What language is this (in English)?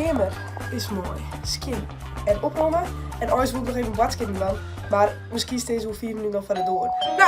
Western Frisian